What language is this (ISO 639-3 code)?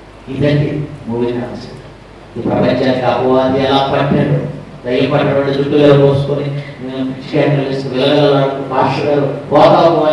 tel